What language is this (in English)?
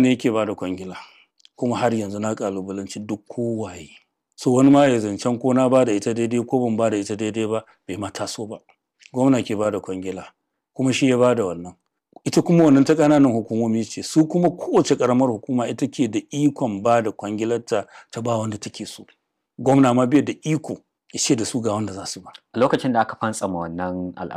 Hausa